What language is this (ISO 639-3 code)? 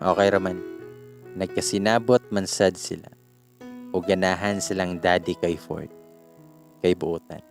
ceb